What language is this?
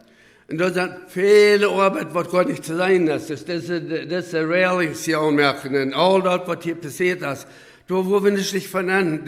Plautdietsch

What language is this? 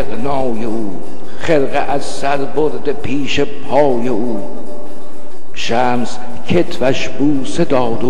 Persian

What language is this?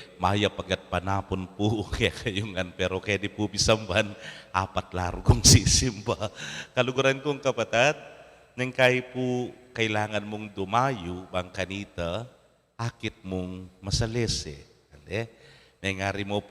Pampanga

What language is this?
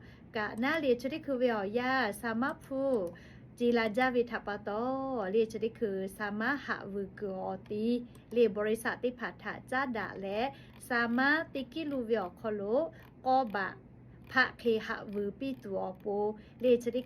Lahu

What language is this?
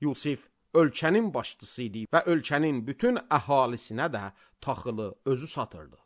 Azerbaijani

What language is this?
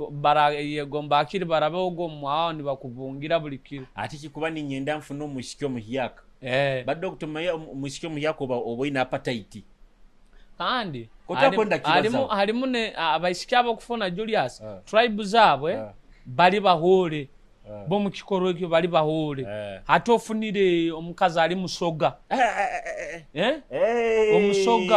Nyoro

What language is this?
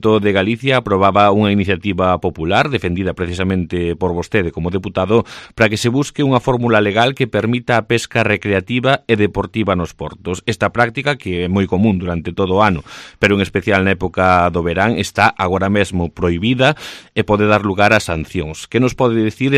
Galician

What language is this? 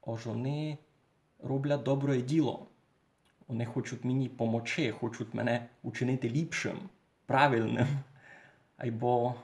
Rusyn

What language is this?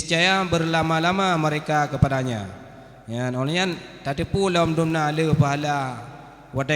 Achinese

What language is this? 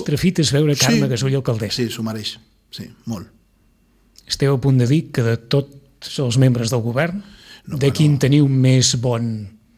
Catalan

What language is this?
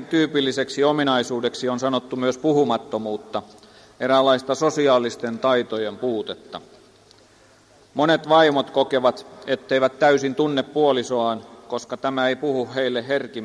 Finnish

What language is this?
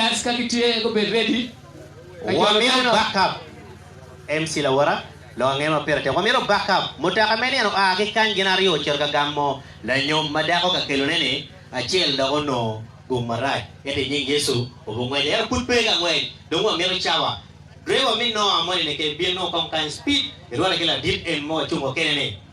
Acoli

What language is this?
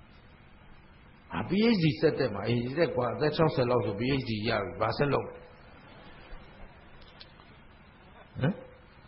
Burmese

